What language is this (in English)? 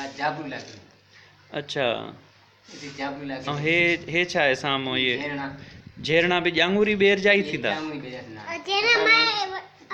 Sindhi